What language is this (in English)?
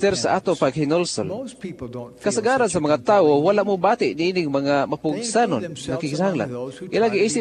Cebuano